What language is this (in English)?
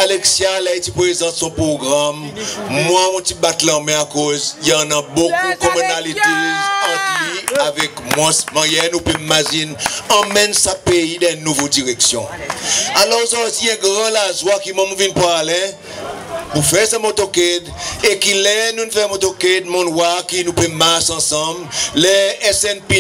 Seselwa Creole French